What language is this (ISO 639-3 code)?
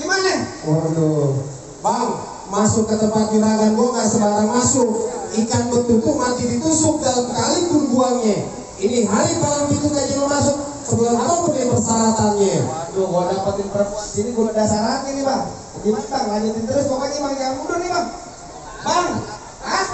bew